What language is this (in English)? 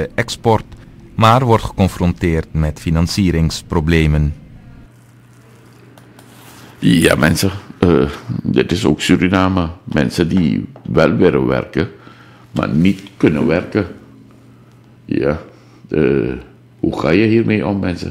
Dutch